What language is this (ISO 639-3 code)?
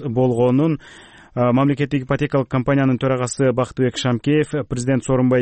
kir